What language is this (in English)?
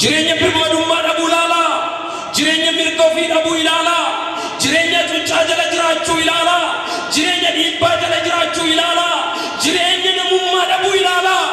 Oromo